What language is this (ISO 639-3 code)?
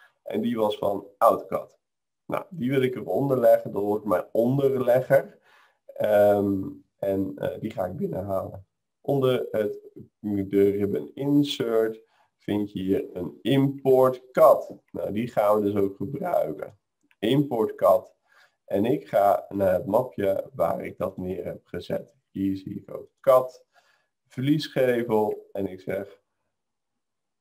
nld